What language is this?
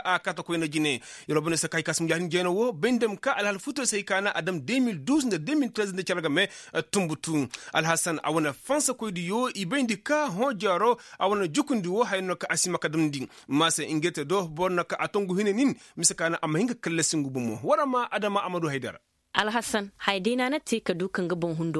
Koyraboro Senni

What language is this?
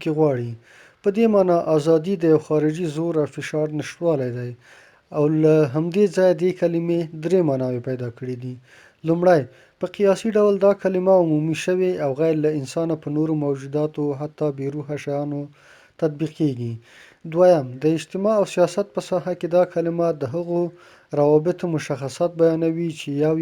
Pashto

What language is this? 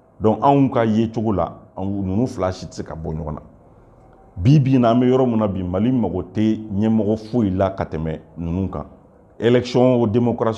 Bambara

